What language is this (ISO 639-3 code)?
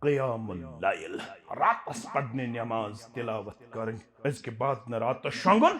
kas